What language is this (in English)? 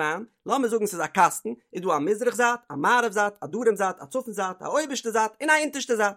Yiddish